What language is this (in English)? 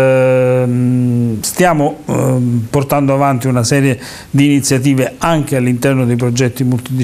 Italian